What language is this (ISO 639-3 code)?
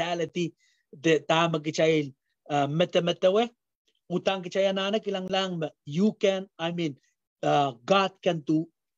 pon